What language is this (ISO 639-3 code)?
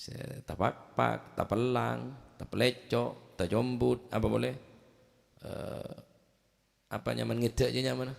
mad